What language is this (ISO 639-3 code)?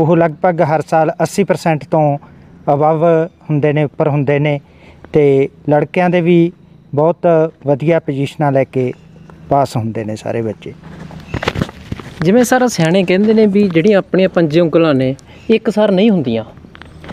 pan